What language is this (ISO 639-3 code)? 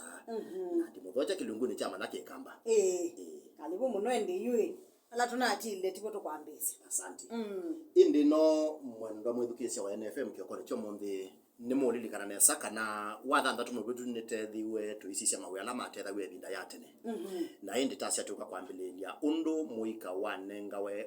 kam